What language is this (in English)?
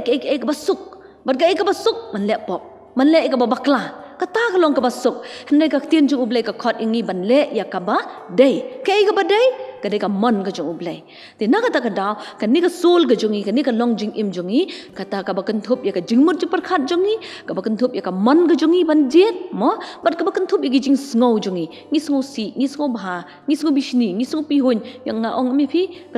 Khasi